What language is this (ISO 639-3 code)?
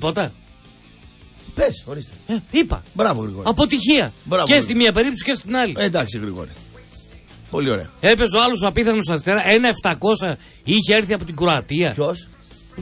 ell